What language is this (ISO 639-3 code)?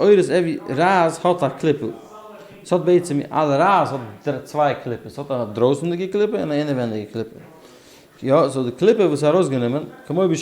yid